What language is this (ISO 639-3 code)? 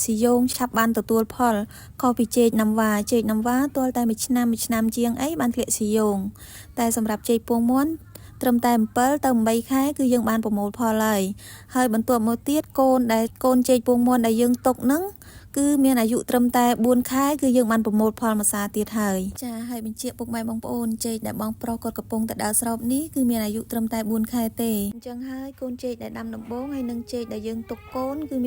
khm